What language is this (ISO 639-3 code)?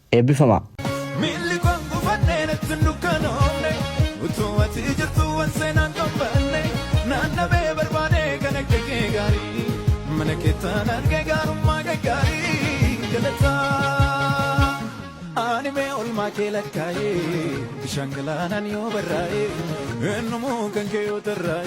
orm